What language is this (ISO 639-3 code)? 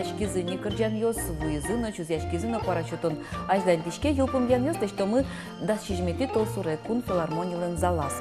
udm